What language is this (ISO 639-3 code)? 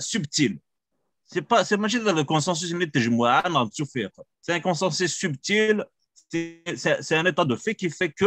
kab